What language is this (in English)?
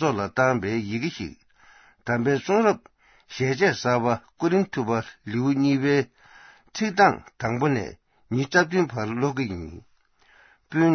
Tibetan